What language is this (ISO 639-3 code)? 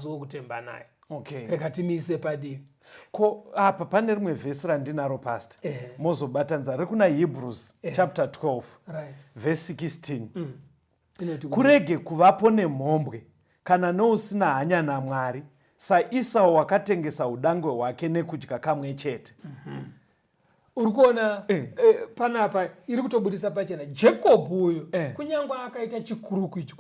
sna